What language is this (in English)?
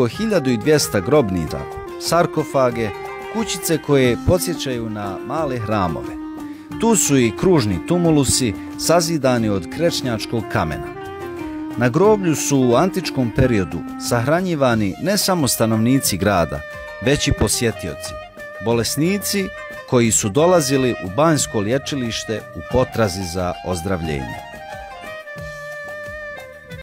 Bosnian